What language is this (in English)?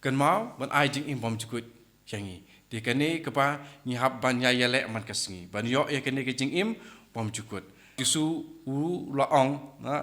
Khasi